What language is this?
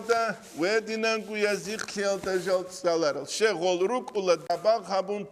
Avaric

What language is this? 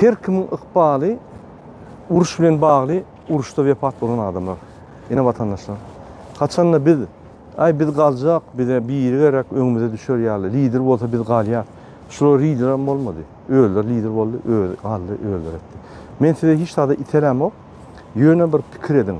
Turkmen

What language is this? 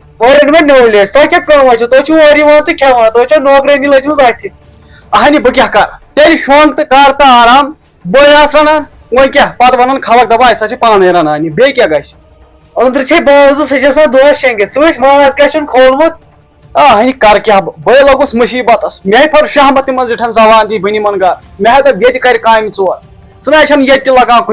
Kashmiri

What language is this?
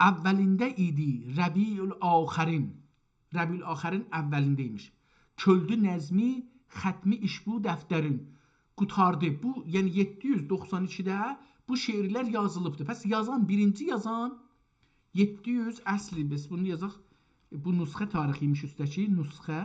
South Azerbaijani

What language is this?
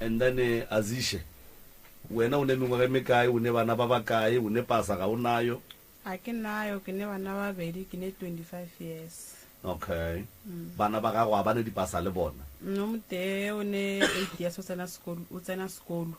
Northern Sotho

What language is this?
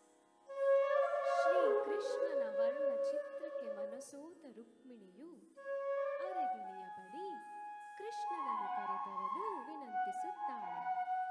Kannada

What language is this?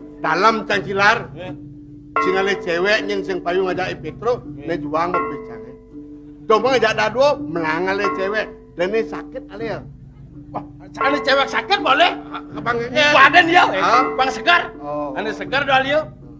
Balinese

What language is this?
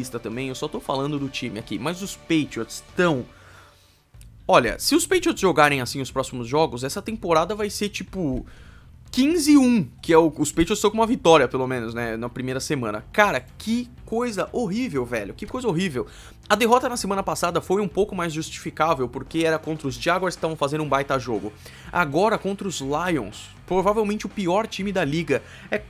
Portuguese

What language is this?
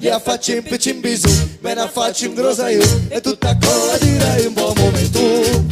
Occitan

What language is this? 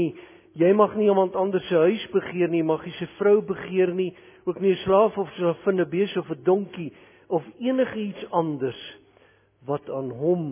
Afrikaans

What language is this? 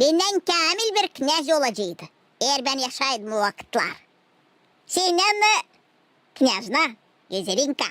Gagauz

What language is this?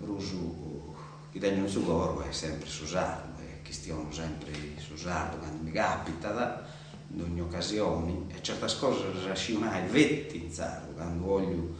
Sardinian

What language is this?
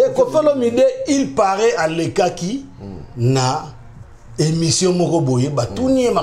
Lingala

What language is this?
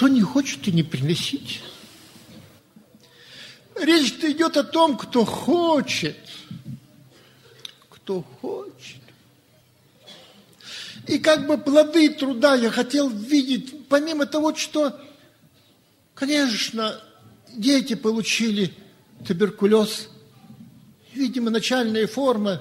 Russian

